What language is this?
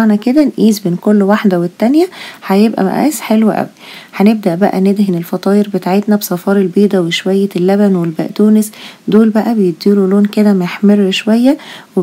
Egyptian Arabic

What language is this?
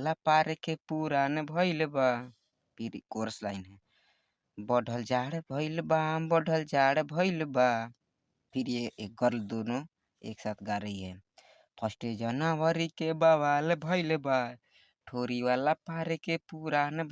Bhojpuri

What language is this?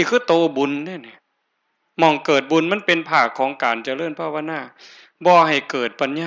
Northeastern Thai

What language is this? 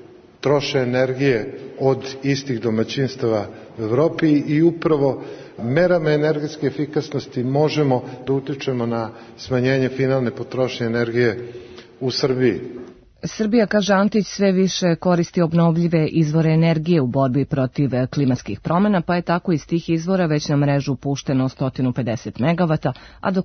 Serbian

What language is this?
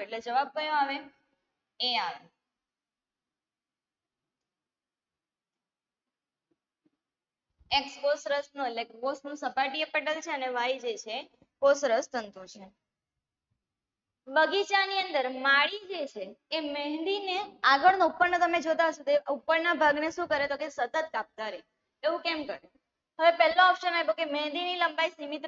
Gujarati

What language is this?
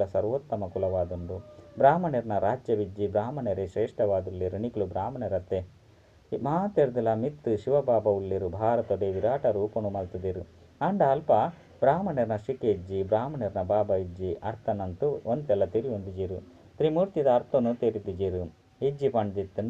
Tulu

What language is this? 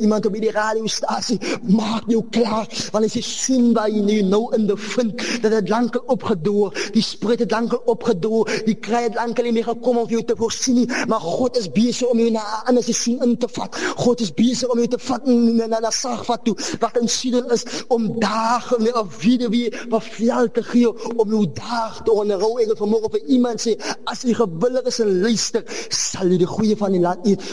Afrikaans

